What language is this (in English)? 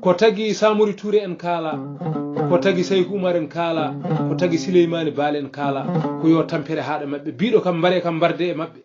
Fula